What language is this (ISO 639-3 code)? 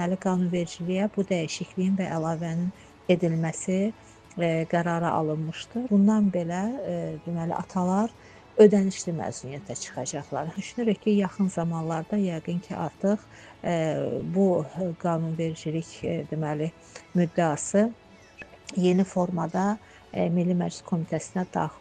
aze